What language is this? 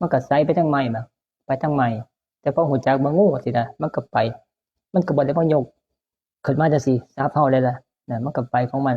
Northeastern Thai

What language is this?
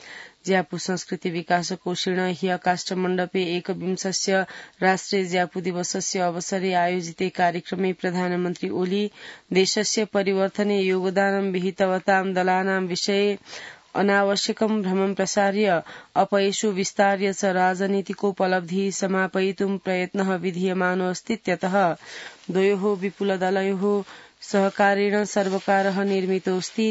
Sanskrit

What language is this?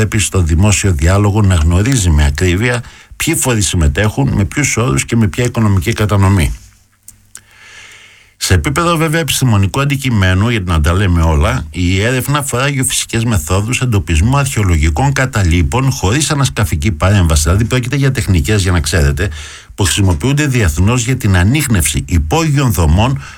Greek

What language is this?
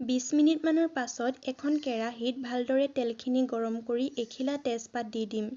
Assamese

